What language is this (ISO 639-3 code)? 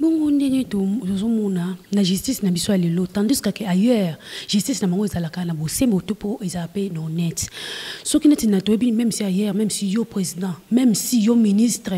lin